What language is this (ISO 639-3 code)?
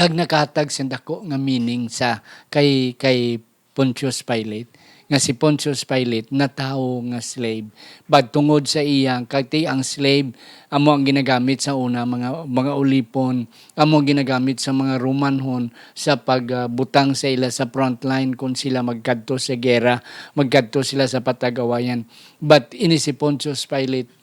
hil